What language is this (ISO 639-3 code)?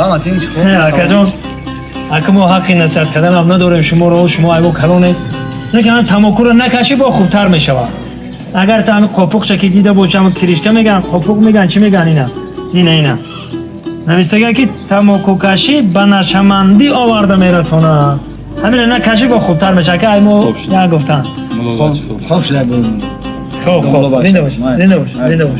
tgk